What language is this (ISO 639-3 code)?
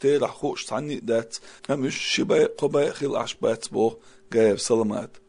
che